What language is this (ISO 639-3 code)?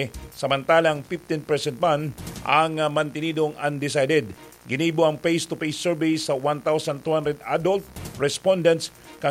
bik